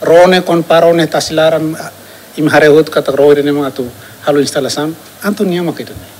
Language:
Tetum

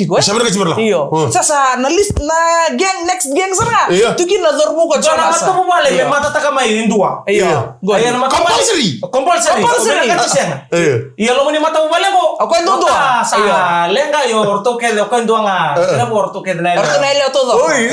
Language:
Fijian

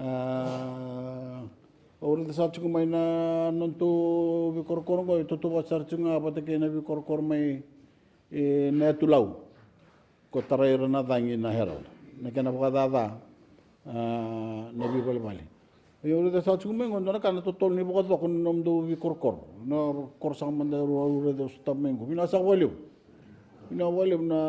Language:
Fijian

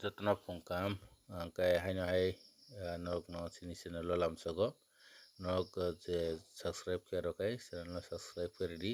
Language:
Kok Borok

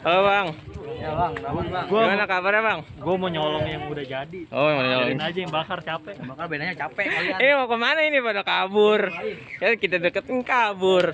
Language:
Betawi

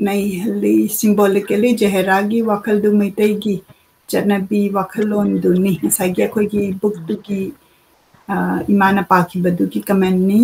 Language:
Manipuri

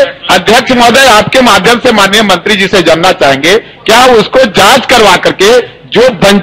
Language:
Hindi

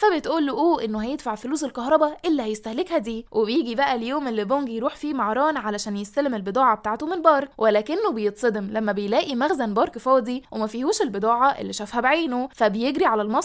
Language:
Egyptian Arabic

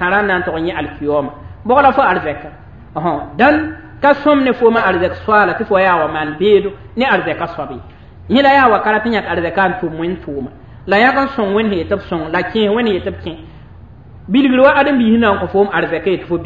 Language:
Mossi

